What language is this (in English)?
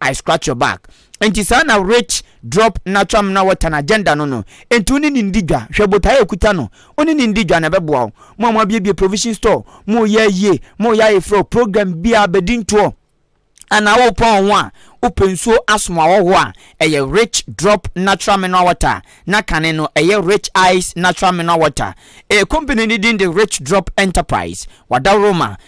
Akan